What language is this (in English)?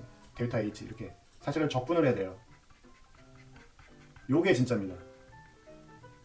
Korean